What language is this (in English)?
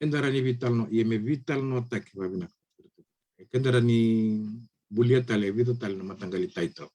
Fijian